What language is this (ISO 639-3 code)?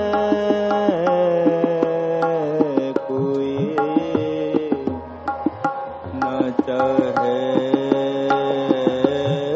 pan